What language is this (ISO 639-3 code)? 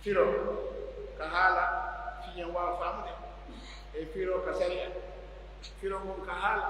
fuf